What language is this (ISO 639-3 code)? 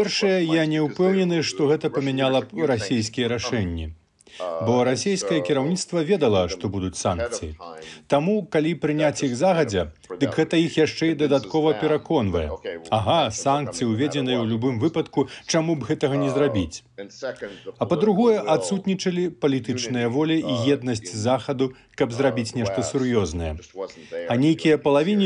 bel